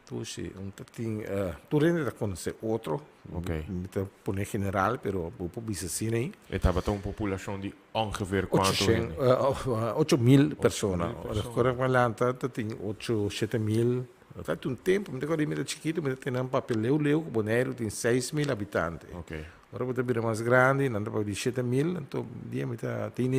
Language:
Papiamento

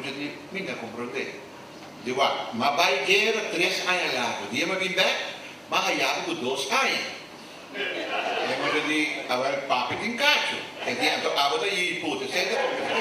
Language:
Papiamento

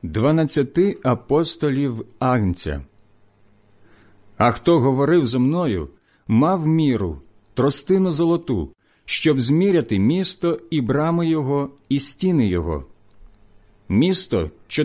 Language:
Ukrainian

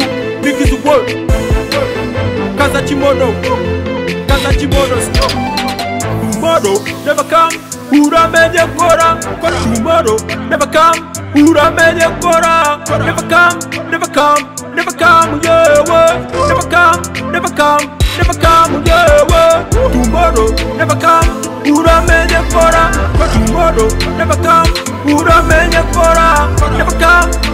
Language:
Kinyarwanda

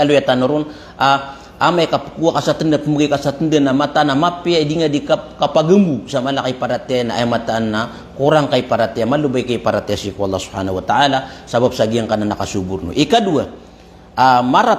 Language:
Maranao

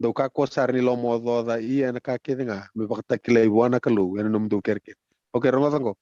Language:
Fijian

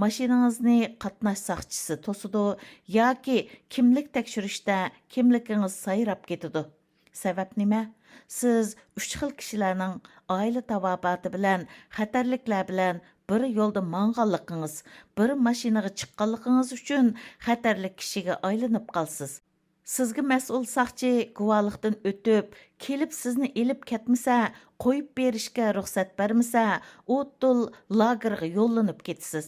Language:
Uyghur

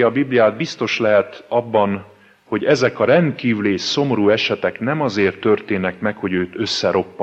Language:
Hungarian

